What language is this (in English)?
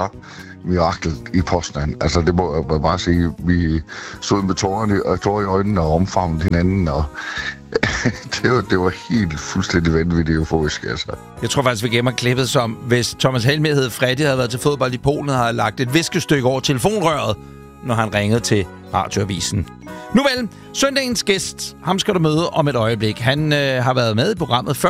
Danish